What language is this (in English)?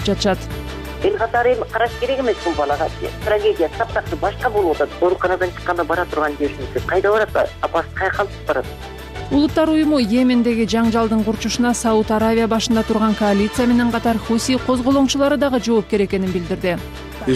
Kyrgyz